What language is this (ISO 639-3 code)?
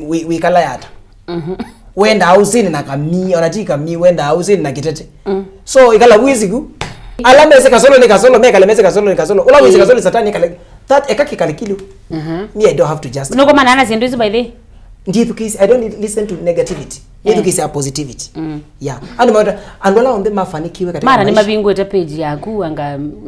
kam